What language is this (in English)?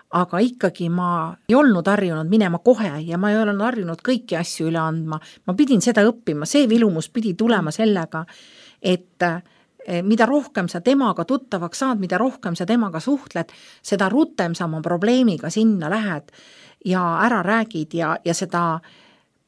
Estonian